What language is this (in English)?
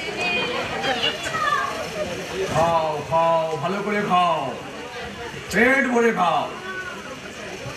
Bangla